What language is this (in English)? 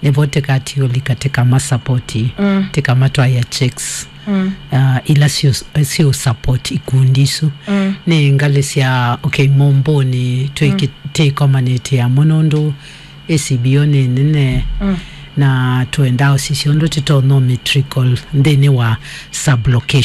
Kamba